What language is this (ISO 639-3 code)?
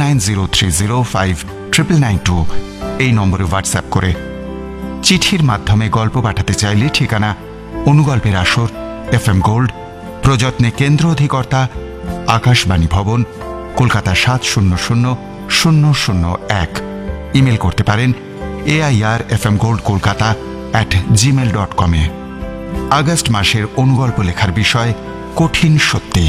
ben